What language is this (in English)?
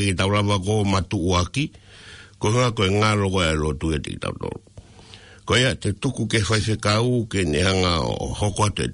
Tongan